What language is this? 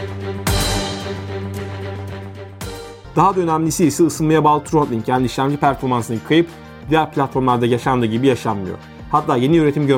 Turkish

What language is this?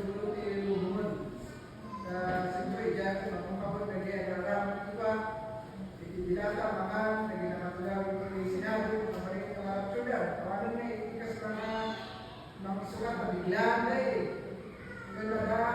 Iloko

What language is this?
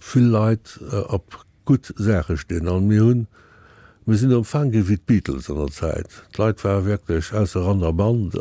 Luxembourgish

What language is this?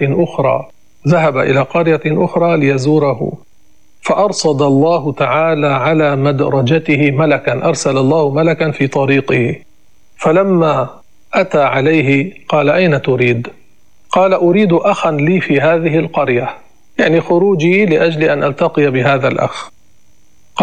Arabic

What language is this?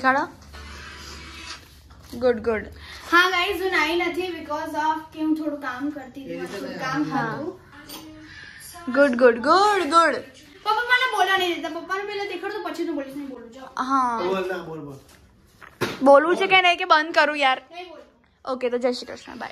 Gujarati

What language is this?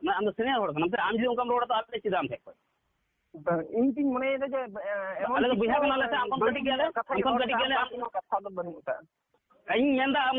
Santali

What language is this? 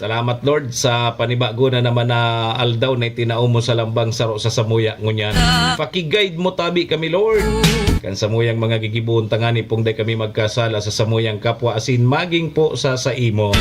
Bikol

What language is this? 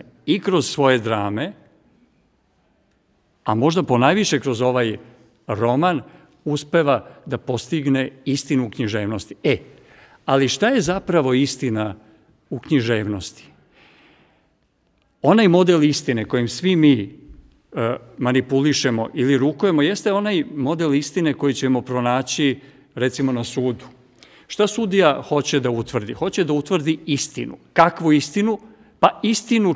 Serbian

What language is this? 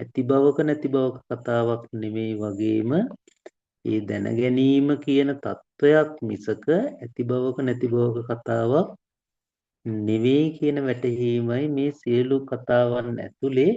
Sinhala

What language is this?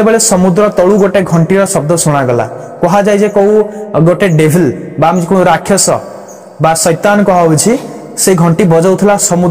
Odia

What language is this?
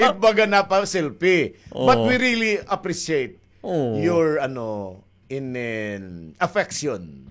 Waray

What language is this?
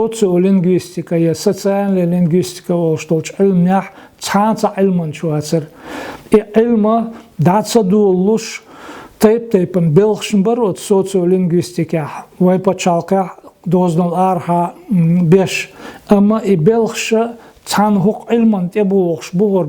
Chechen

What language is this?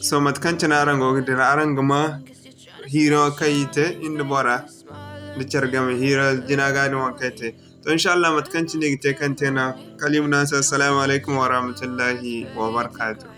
Zarma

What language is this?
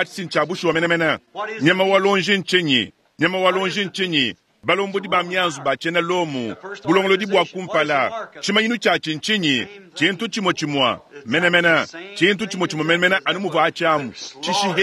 Luba-Lulua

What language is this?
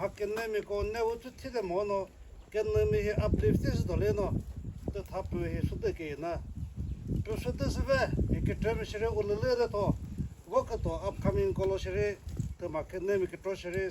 Chokri Naga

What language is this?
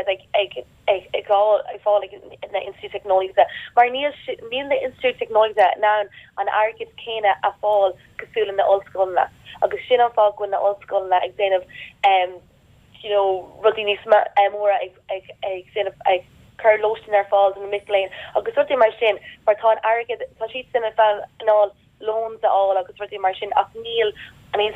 Irish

